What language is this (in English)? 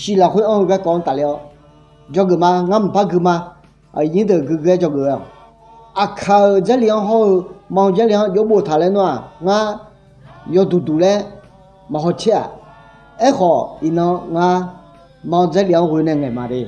Akha